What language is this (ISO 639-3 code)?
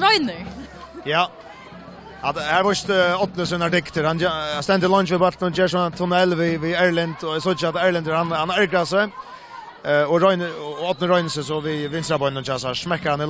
fao